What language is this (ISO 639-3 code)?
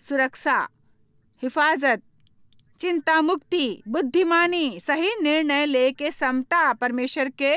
hne